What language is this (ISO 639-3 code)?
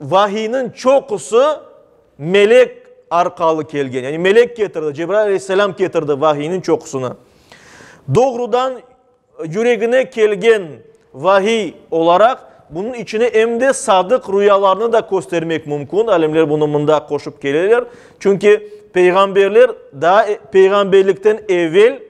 crh